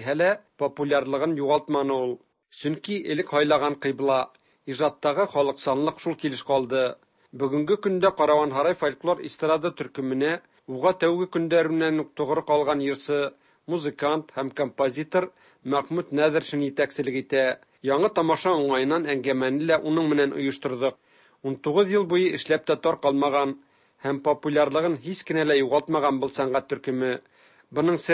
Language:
Tatar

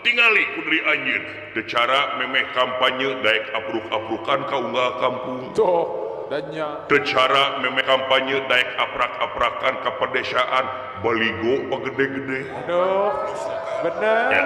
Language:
Sundanese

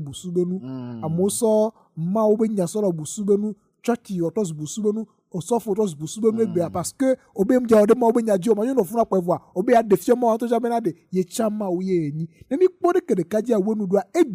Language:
Ewe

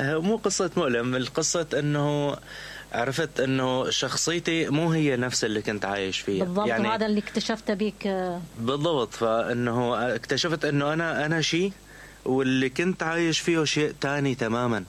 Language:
Mesopotamian Arabic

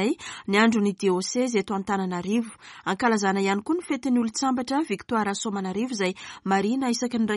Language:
Malagasy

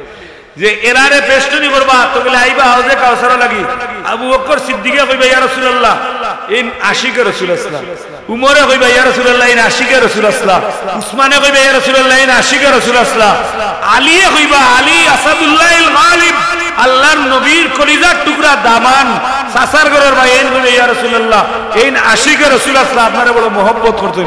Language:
Sylheti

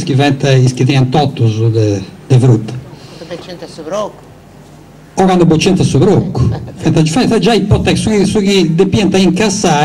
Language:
Sardinian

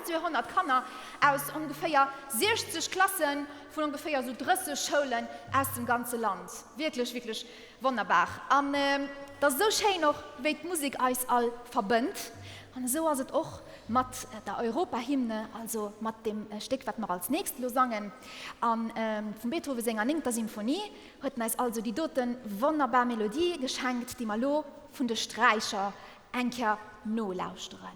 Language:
Luxembourgish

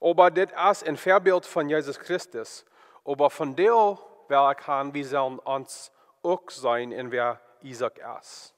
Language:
Plautdietsch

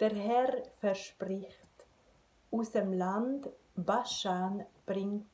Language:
Swiss German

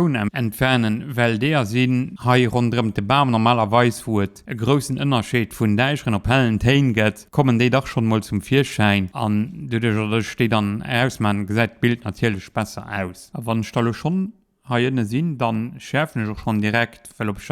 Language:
Luxembourgish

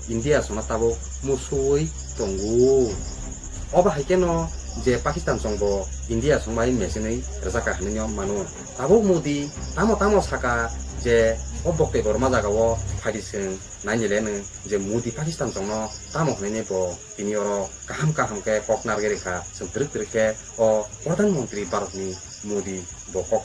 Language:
Kok Borok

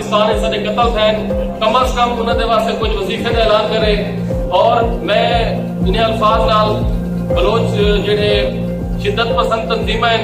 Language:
Saraiki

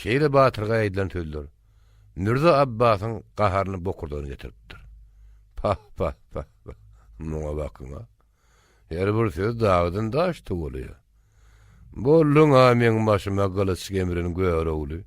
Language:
Turkmen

